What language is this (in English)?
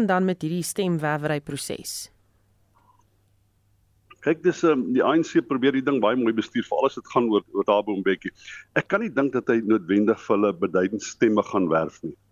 Afrikaans